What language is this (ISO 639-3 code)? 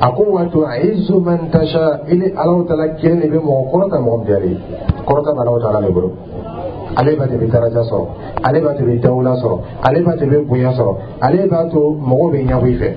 dyu